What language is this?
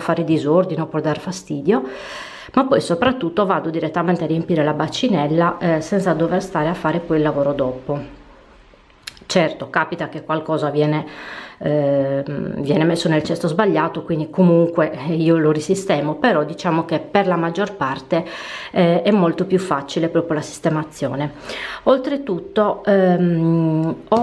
Italian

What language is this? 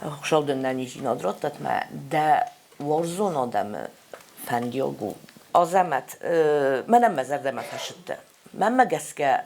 Ossetic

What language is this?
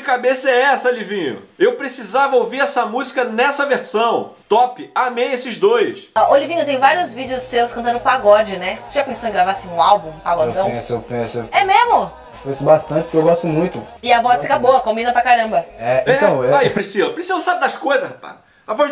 Portuguese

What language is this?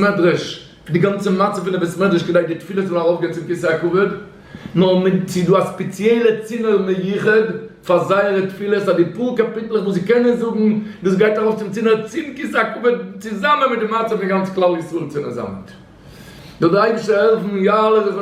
Yiddish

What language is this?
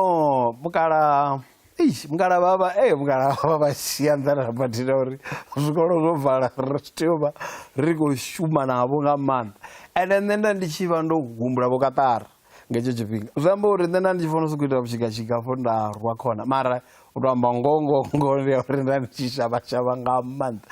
Venda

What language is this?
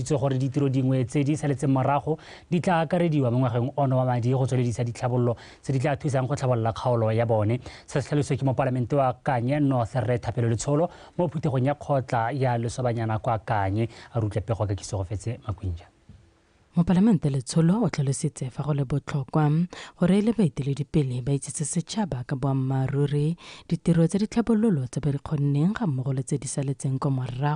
Tswana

